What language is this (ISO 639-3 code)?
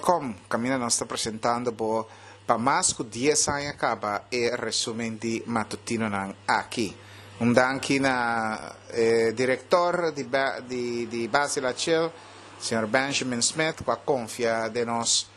pap